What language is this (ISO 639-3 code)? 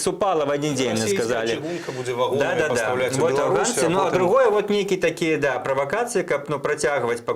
bel